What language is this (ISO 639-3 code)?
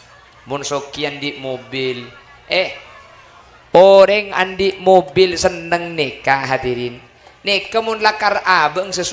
mad